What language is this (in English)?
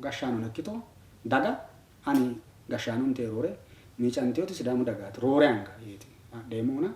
Sidamo